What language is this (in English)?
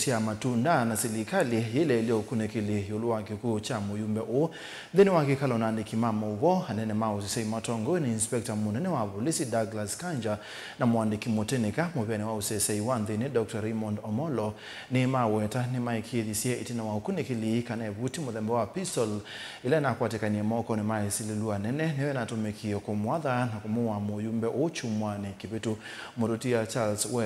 Kamba